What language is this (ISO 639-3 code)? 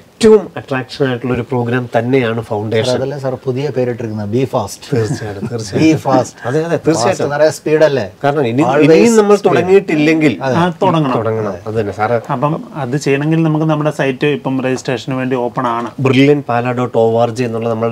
mal